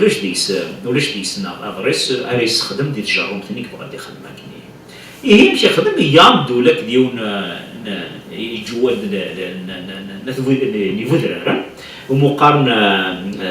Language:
Kabyle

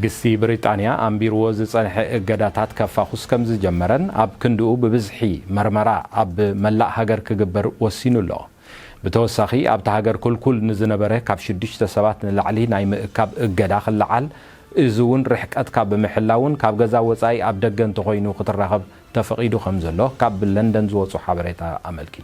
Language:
Tigrinya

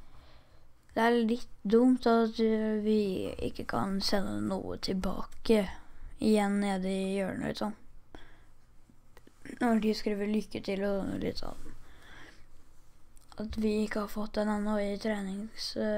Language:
Norwegian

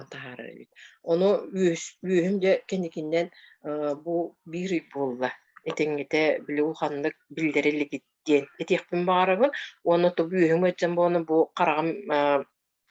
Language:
Yakut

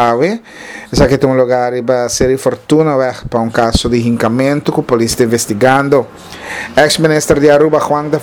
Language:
Papiamento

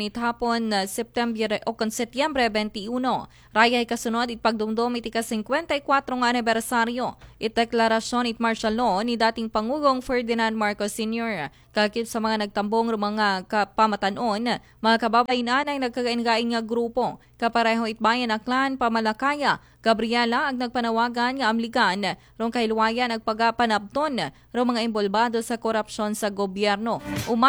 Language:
Aklanon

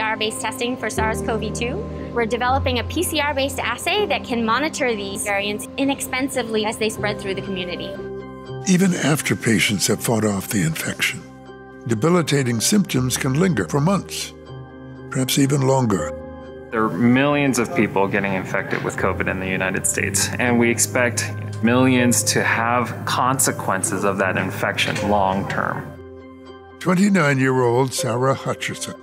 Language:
English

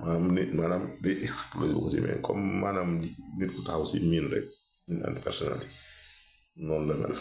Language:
Wolof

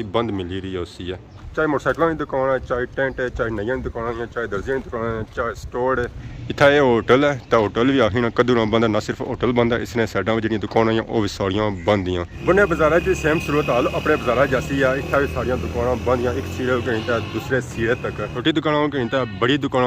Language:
Pahari-Potwari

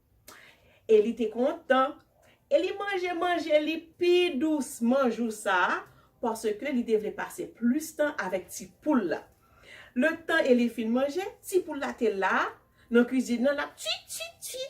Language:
Haitian Creole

